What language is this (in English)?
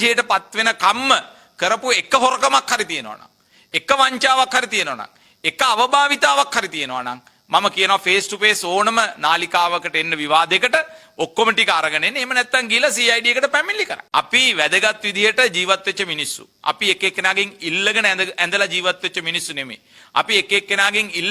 Sinhala